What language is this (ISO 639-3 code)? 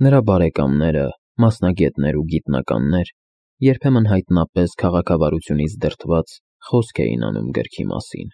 hye